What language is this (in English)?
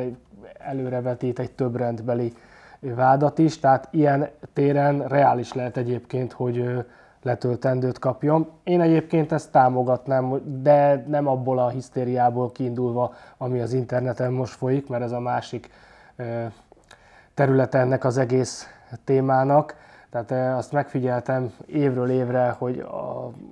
Hungarian